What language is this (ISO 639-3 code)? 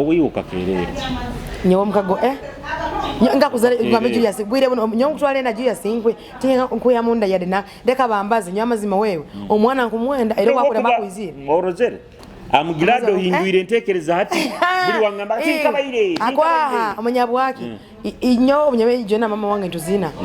nyo